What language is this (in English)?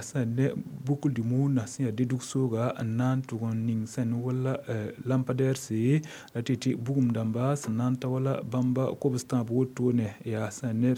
Mossi